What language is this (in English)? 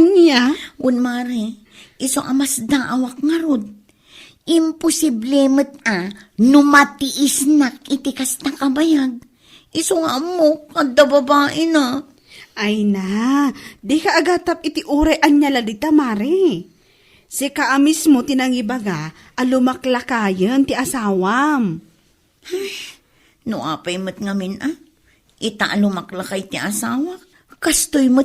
Iloko